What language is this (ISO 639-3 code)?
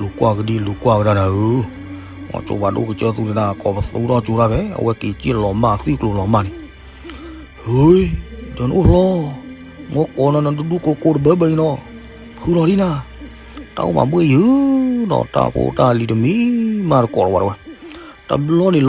ksw